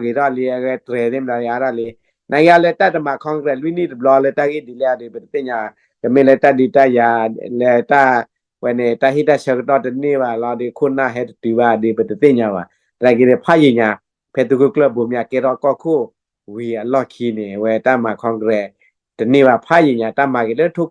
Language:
S'gaw Karen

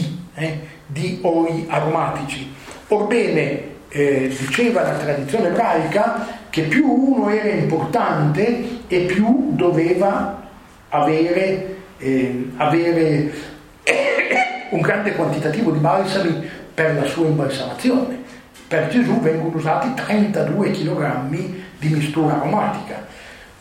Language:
Italian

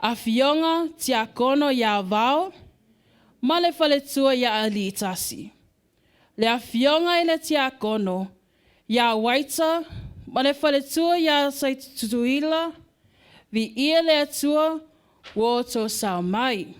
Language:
Samoan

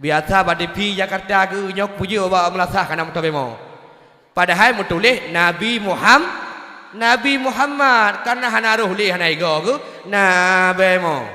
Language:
Achinese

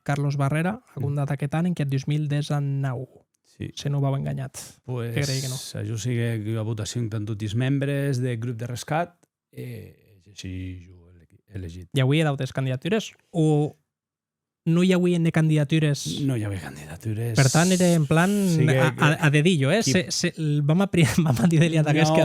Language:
Occitan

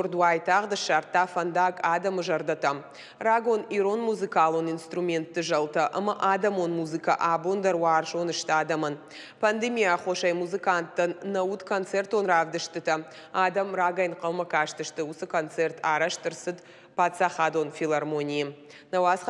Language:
Ossetic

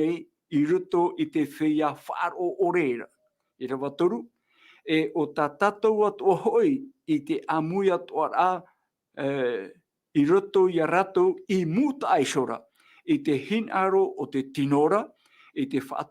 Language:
Tahitian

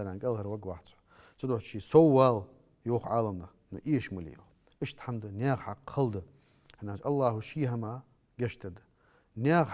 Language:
Ingush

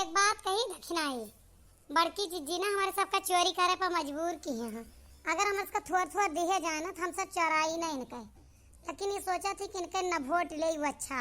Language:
Awadhi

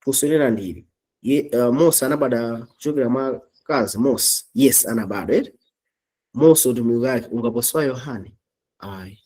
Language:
Nyanja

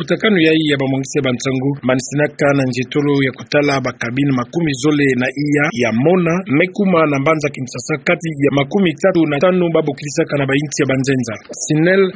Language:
Kituba (Democratic Republic of Congo)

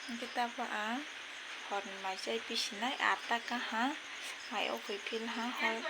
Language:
Kok Borok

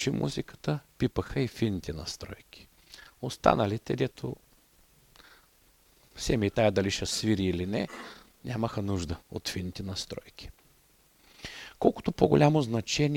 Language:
Bulgarian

